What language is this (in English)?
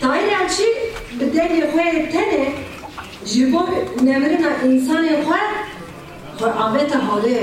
Kurdish